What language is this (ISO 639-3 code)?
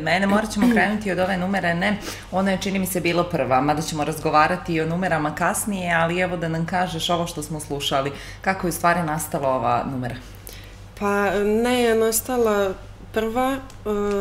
srp